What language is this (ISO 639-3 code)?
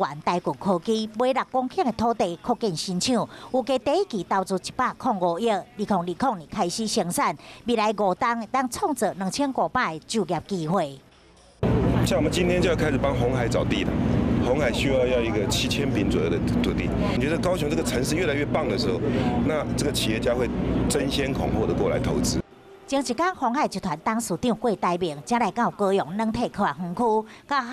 nan